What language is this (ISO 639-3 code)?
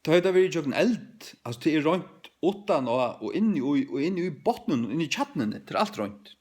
fao